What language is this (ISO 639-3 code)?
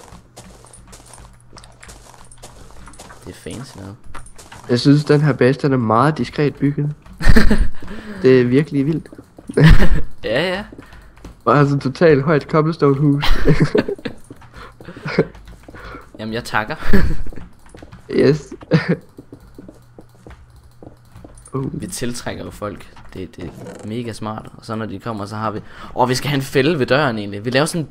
dan